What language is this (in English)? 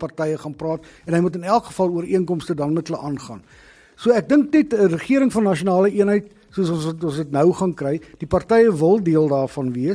Afrikaans